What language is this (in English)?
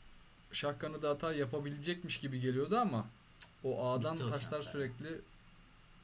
Turkish